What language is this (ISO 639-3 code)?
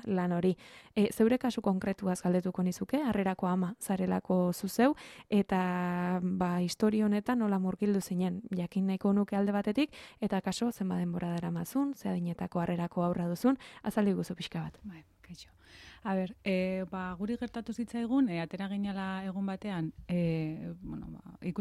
eus